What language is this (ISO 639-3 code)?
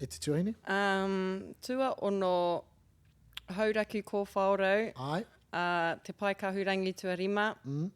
mri